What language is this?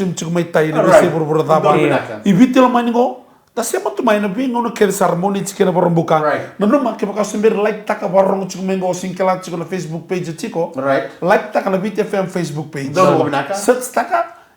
Fijian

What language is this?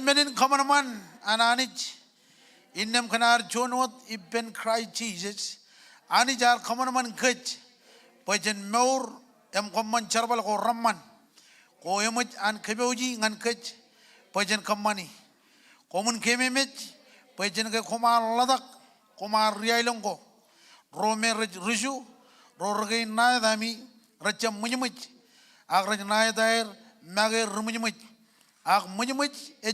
Marshallese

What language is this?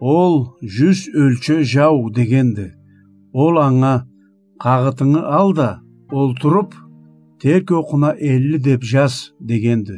Karachay-Balkar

